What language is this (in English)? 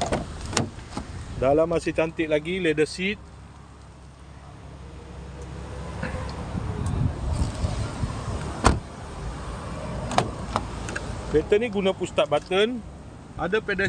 Malay